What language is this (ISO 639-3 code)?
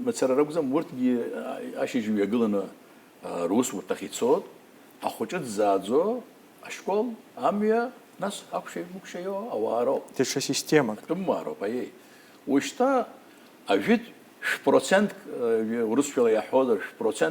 abk